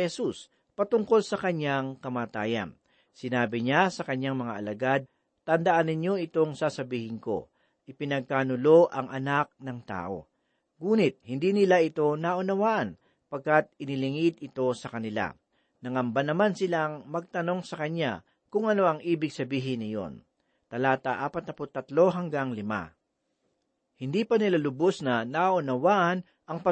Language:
Filipino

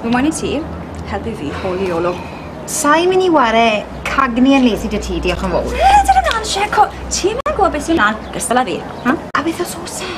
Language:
Welsh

